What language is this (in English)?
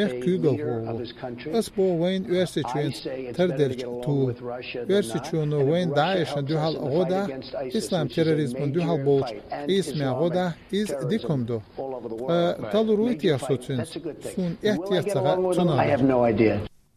Chechen